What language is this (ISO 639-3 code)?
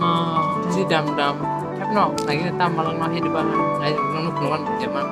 trp